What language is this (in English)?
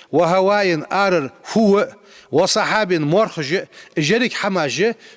Ingush